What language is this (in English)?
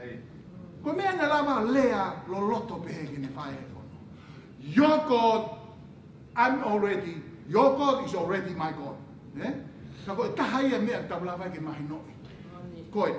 Tongan